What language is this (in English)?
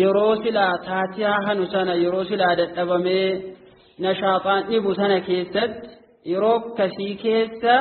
Oromo